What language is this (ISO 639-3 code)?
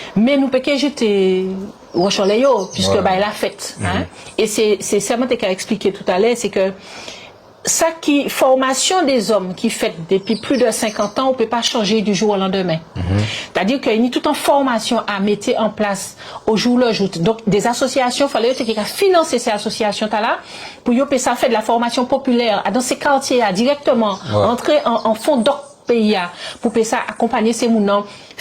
gcf